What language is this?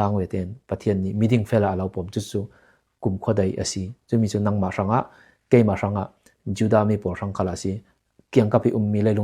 Falam Chin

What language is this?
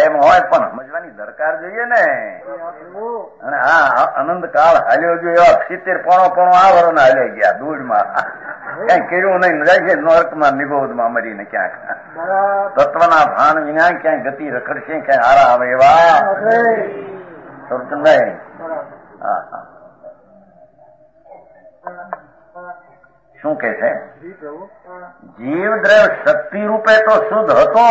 Gujarati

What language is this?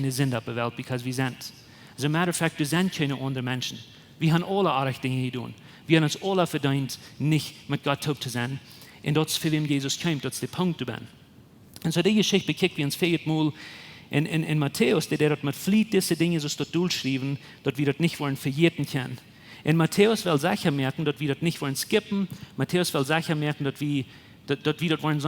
Plautdietsch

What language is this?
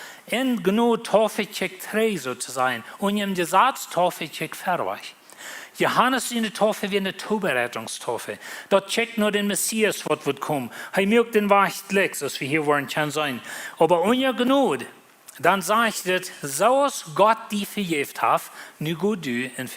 Plautdietsch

